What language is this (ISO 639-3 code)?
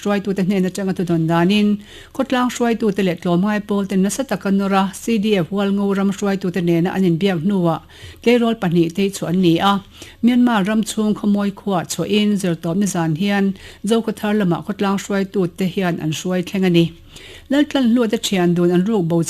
lus